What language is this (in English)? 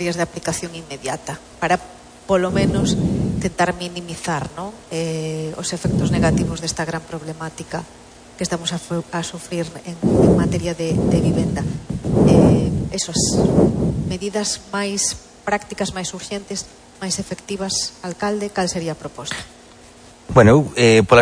Galician